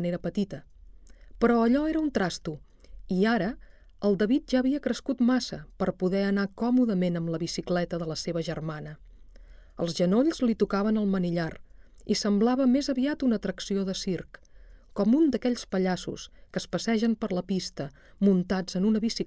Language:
Catalan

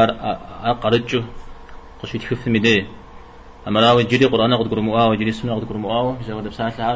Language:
Kabardian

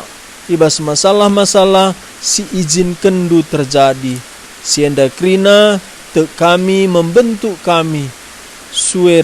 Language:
Batak Karo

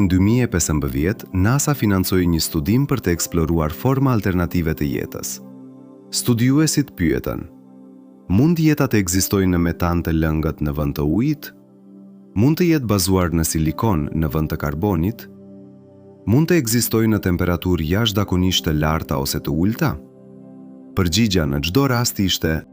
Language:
Albanian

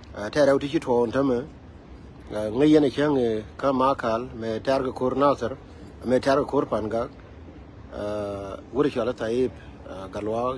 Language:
Nuer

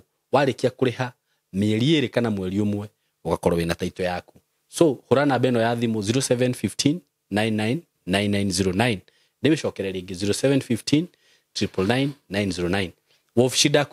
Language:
Kikuyu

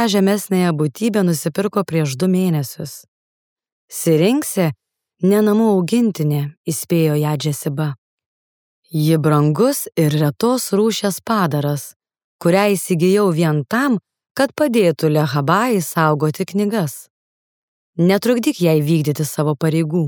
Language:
Lithuanian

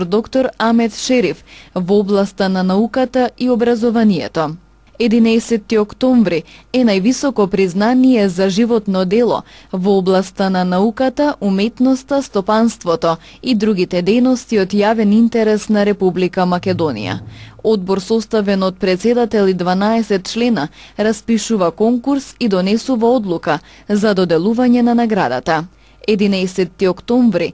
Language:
Macedonian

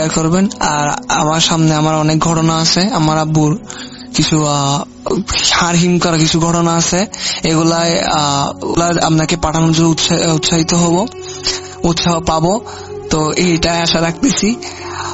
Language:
Bangla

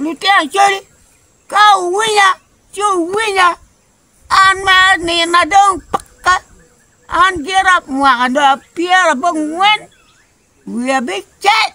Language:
Acoli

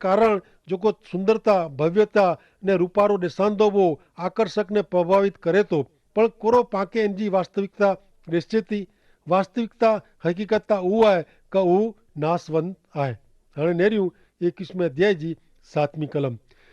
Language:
Kachhi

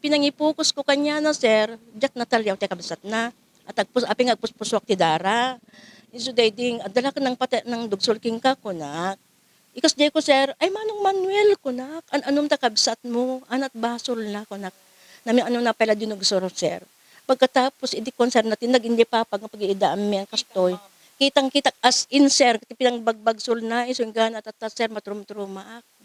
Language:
Iloko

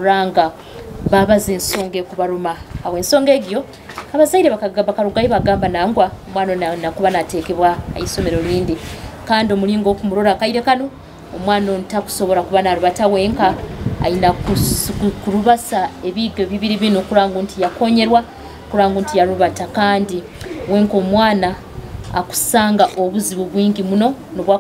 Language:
Nyoro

